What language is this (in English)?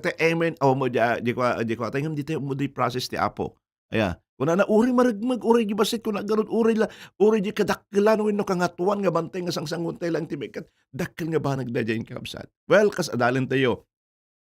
Iloko